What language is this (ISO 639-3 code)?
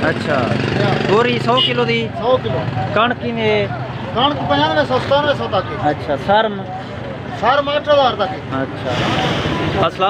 skr